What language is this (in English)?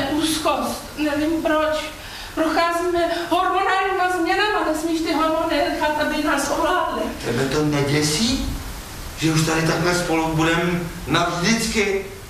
Czech